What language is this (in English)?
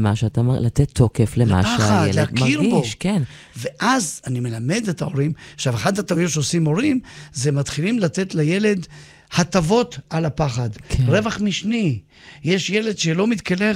Hebrew